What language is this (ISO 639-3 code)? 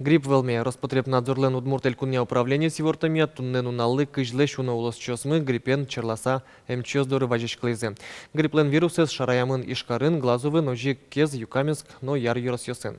udm